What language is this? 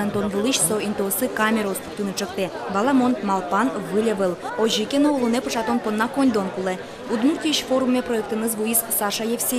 Udmurt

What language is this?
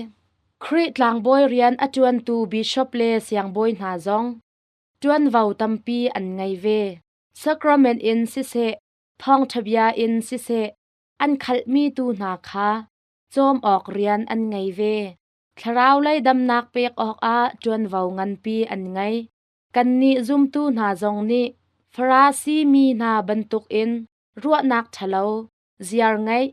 Hakha Chin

